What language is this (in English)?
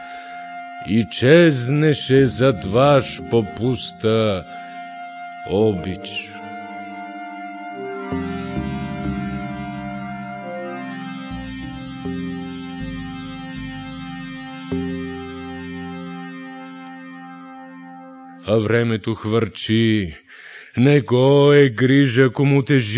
Bulgarian